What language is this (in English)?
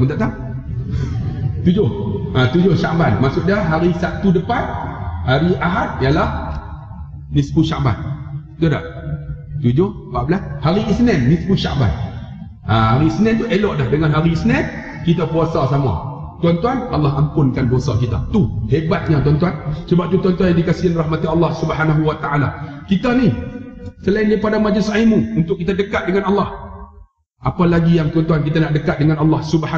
Malay